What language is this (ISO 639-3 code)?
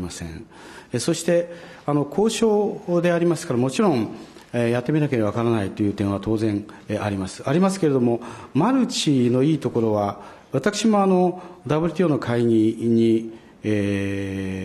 jpn